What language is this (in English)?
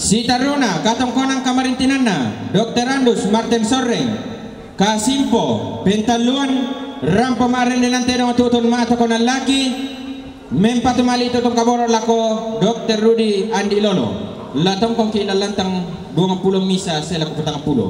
Toraja-Sa'dan